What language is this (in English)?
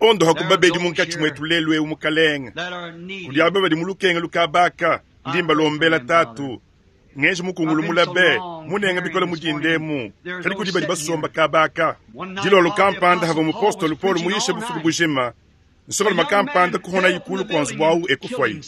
Luba-Lulua